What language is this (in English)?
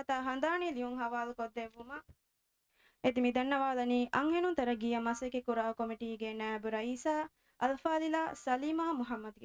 Divehi